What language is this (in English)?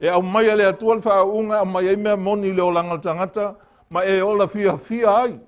Samoan